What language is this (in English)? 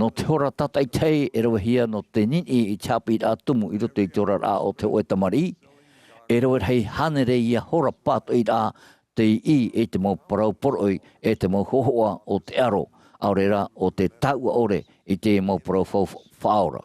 Tahitian